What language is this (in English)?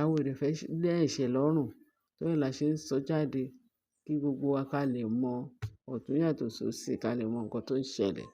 Yoruba